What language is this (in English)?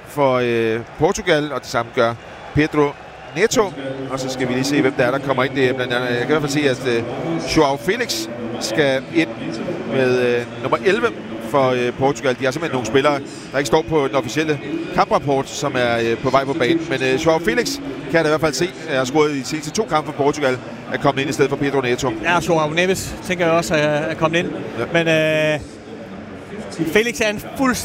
Danish